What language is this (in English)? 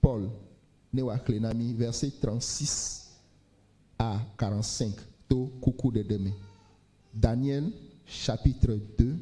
Ewe